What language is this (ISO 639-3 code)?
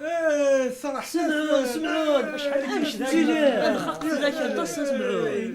kab